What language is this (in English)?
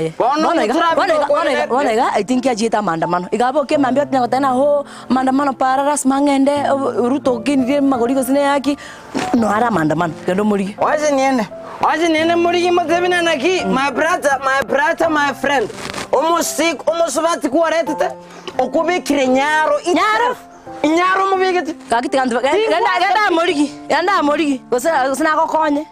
Gusii